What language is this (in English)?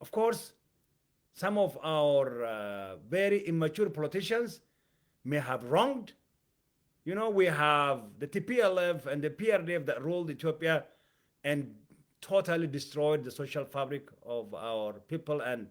English